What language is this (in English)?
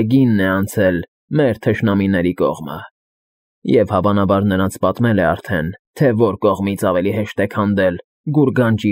Armenian